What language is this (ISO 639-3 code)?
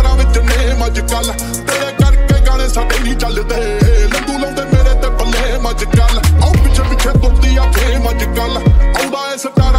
pan